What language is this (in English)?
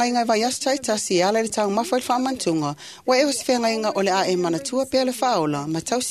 Samoan